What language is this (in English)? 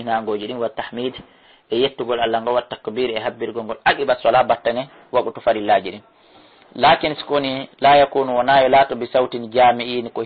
Fula